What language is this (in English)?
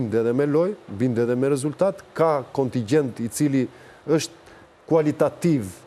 Albanian